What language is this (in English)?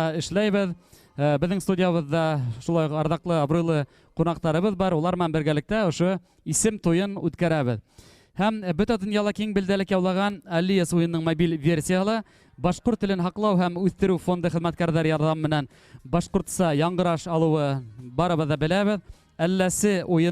Bashkir